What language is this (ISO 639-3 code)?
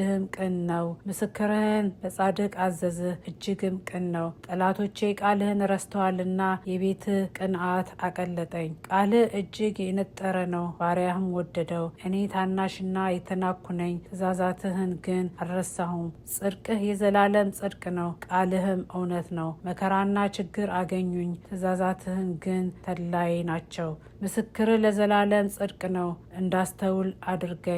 amh